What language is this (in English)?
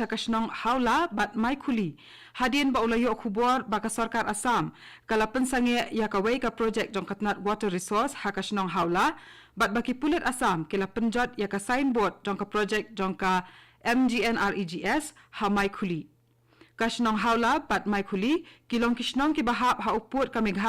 Khasi